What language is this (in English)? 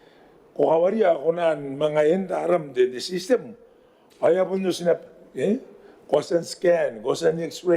Gilbertese